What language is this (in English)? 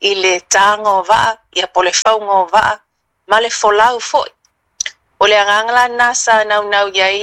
Samoan